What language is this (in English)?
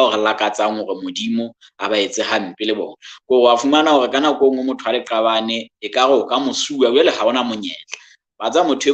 Southern Sotho